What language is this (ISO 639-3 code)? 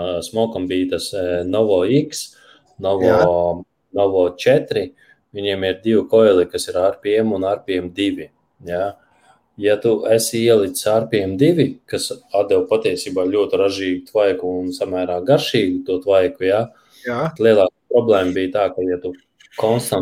lav